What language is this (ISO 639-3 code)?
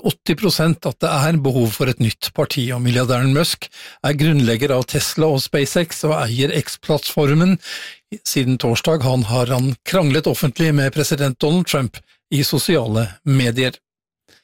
nor